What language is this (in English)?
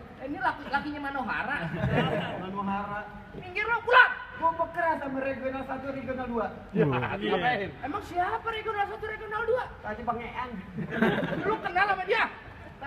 Betawi